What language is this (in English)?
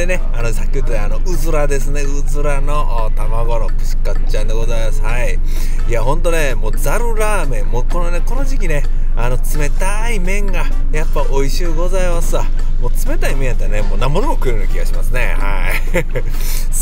Japanese